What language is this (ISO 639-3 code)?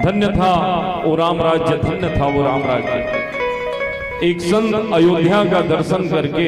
hne